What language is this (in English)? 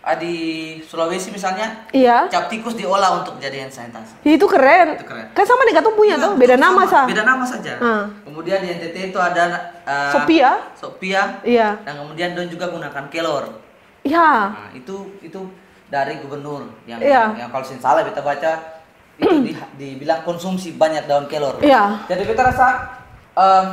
Ambonese Malay